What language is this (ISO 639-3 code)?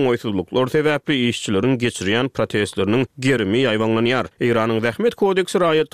tuk